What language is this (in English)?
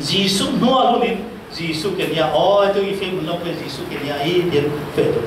Falam Chin